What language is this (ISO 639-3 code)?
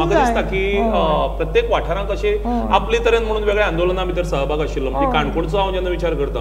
kok